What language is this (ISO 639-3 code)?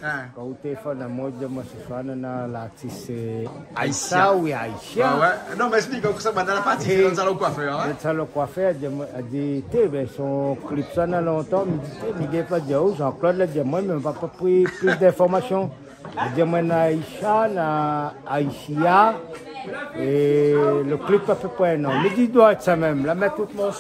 rcf